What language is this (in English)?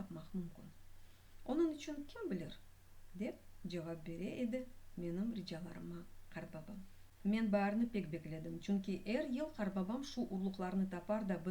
Crimean Tatar